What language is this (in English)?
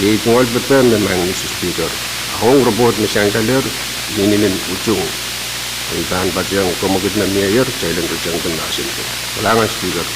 Pohnpeian